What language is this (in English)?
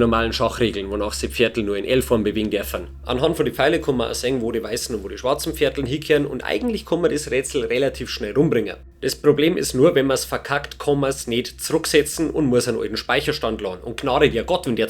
Bavarian